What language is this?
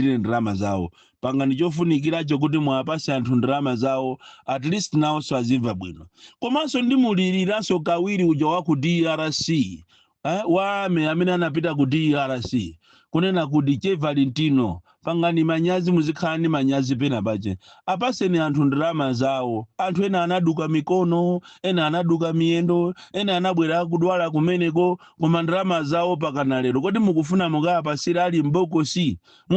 Nyanja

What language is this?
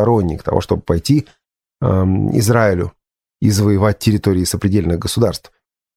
Russian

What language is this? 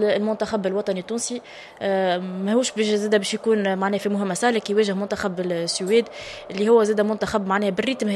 Tunisian Arabic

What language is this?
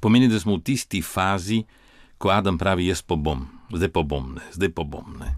Slovenian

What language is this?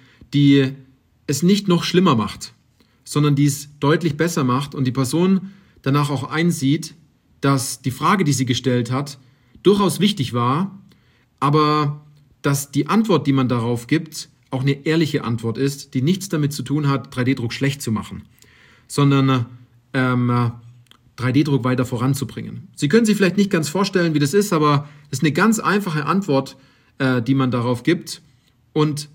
German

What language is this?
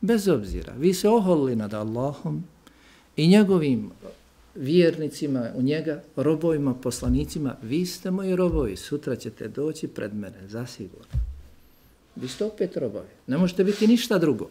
Bosnian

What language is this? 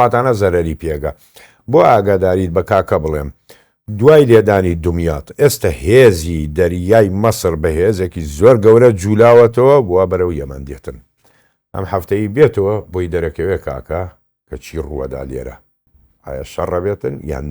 Central Kurdish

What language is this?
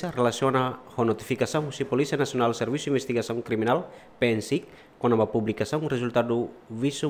Tetum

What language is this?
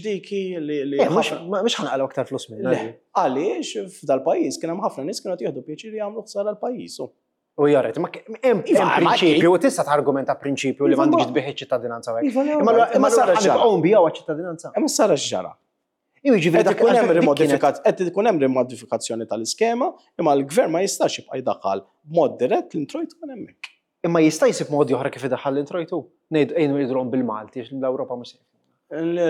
Maltese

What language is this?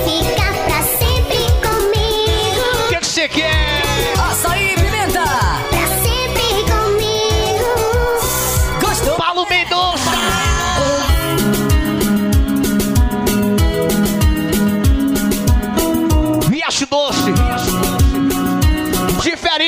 Portuguese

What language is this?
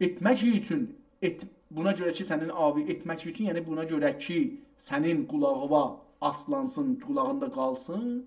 South Azerbaijani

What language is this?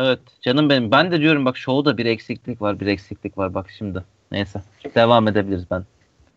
Turkish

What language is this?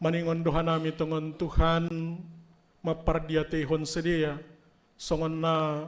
Batak Simalungun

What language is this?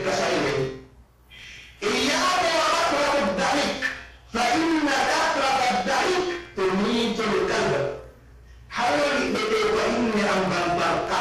Yakan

